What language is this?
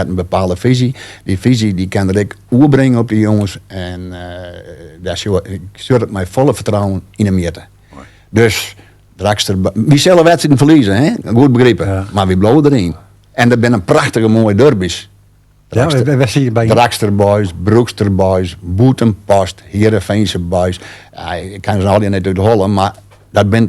Western Frisian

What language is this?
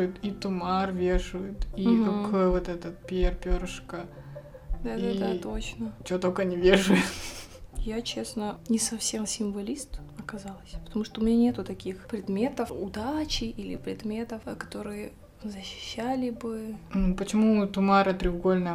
Russian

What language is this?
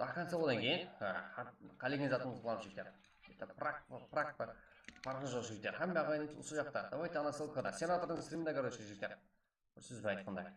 Kara-Kalpak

